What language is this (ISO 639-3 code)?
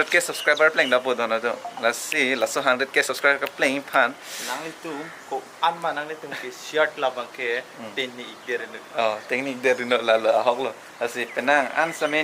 mjw